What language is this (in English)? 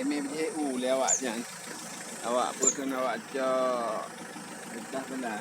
Achinese